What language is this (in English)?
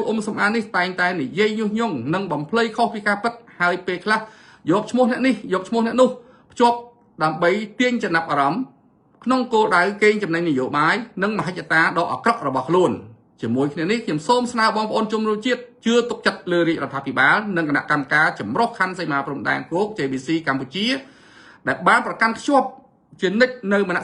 Khmer